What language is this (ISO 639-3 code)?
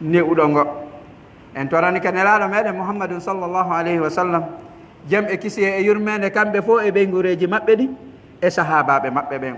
fuf